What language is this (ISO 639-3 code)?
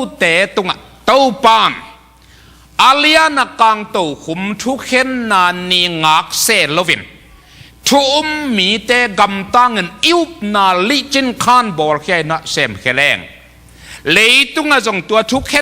ctd